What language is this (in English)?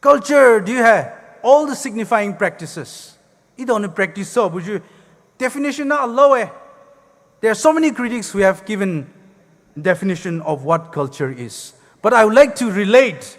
Poumei Naga